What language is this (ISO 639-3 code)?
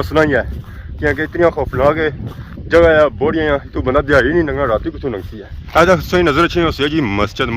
phr